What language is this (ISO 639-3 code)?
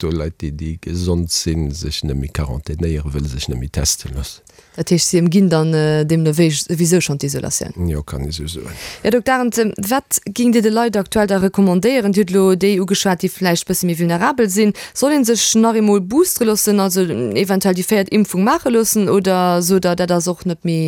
ltz